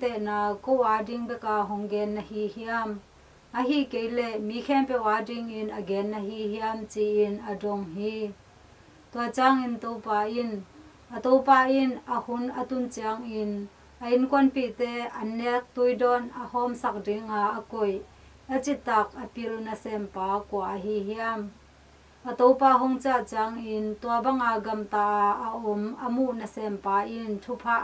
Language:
Tedim Chin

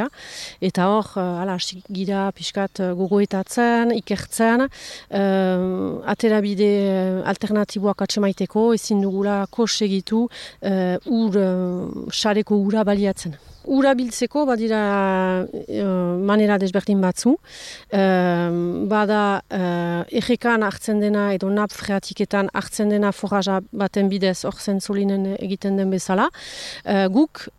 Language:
Basque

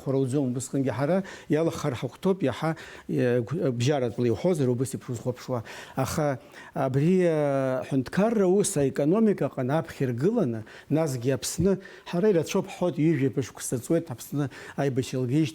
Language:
Abkhazian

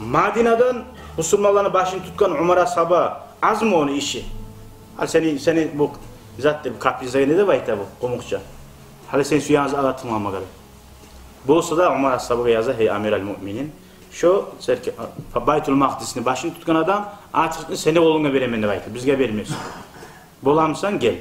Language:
Kumyk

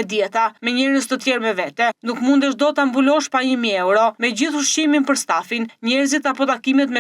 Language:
Albanian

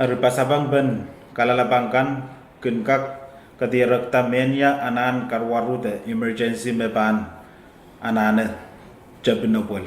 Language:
Pohnpeian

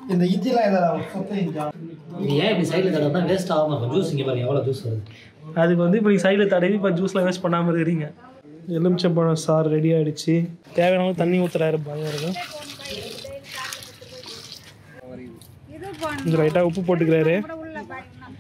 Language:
Tamil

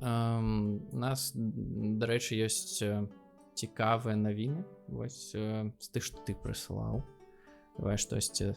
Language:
Belarusian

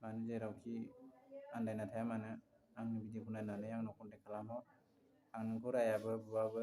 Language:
Bodo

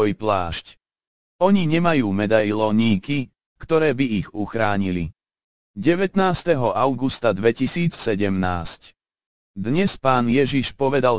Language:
Slovak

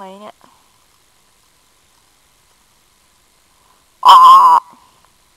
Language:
Thai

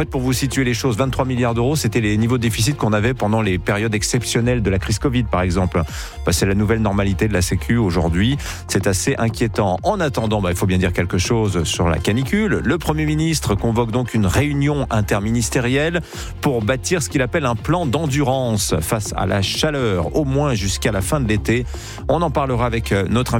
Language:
French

